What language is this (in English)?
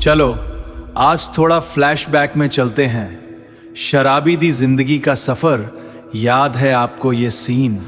Dogri